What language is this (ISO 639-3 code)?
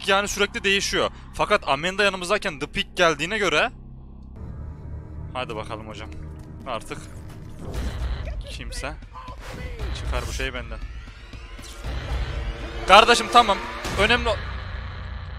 tur